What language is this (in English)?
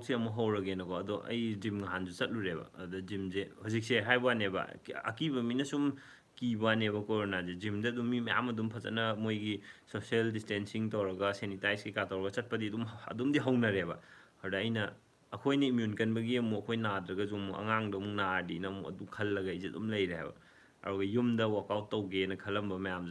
Manipuri